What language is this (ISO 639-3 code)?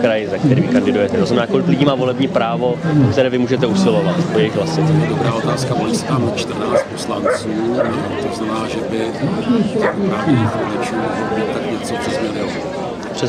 ces